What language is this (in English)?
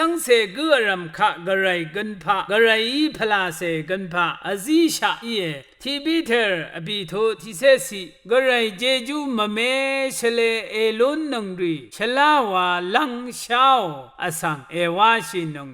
Rawang